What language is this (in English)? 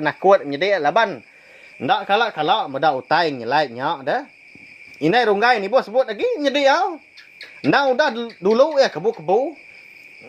Iban